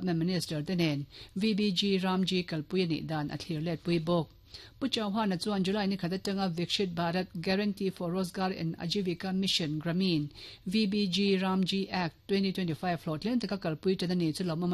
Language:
Mizo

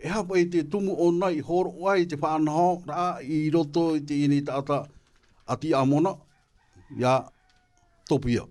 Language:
Tahitian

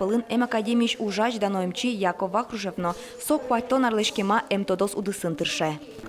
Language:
Udmurt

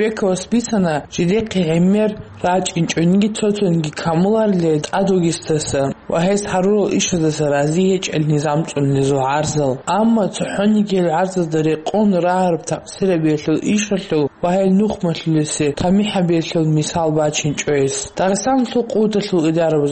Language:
Avaric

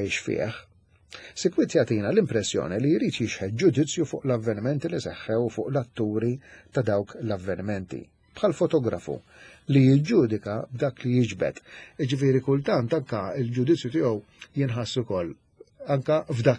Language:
Maltese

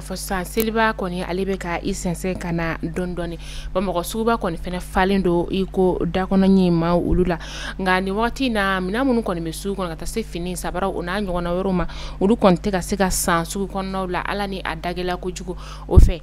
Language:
Bambara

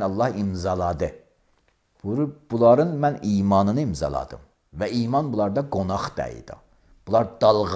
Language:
Azerbaijani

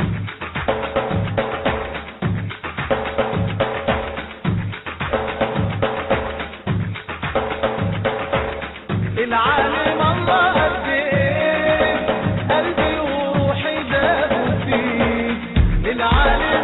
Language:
Kinyarwanda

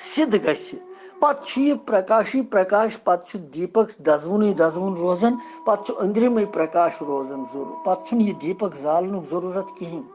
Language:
Kashmiri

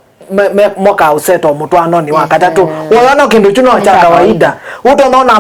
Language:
Kamba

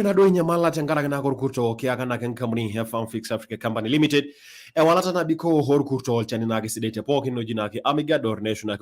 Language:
Masai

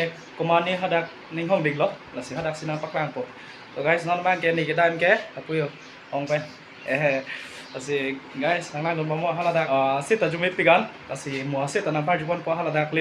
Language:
Karbi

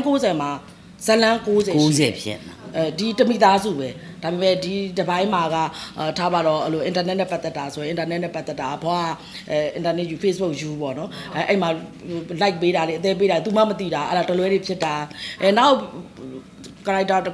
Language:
Burmese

